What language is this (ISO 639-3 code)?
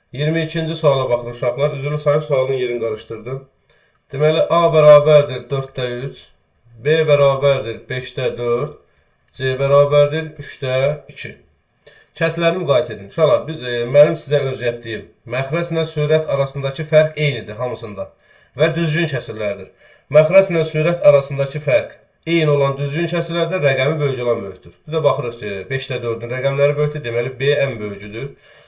aze